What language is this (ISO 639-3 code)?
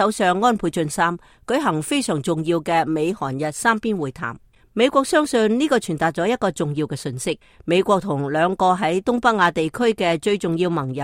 yue